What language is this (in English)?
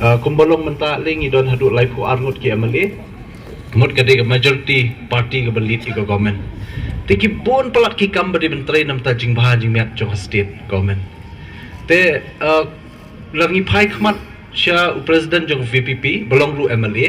Khasi